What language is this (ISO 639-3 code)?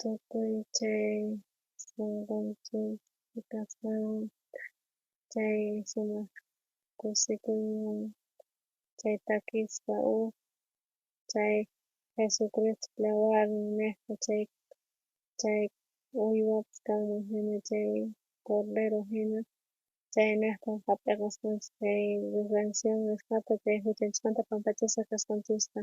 quh